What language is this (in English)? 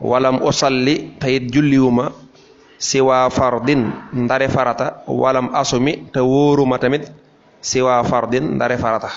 Wolof